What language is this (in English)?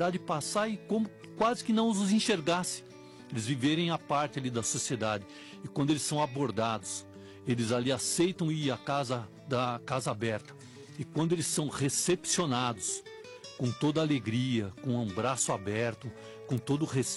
Portuguese